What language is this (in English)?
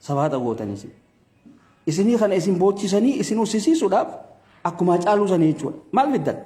Oromo